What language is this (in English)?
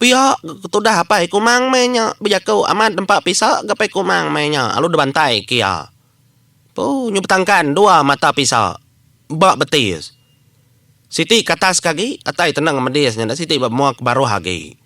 Iban